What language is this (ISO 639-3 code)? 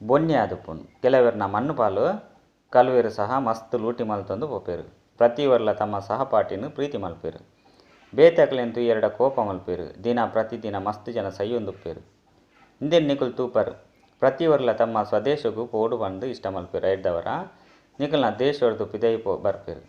tcy